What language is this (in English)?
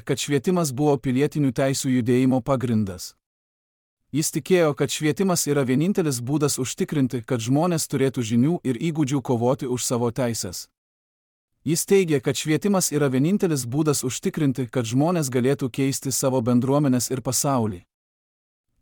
Lithuanian